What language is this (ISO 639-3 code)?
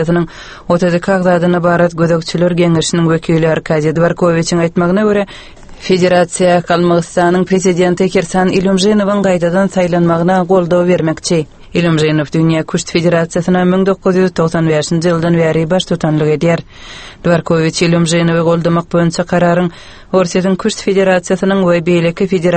tuk